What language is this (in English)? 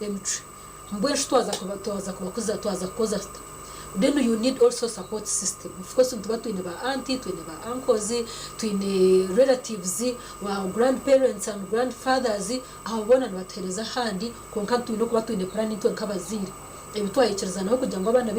Nyankole